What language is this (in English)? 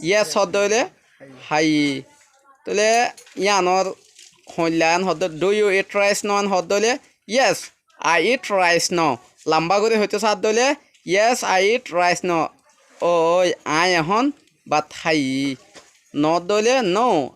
Rohingya